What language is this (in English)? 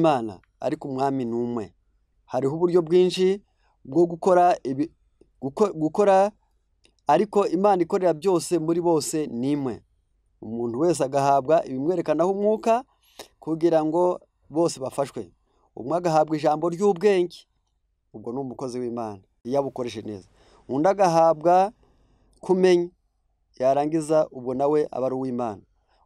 Kinyarwanda